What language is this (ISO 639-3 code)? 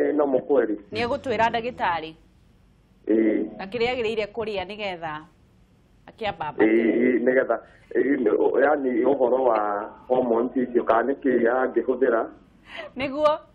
kik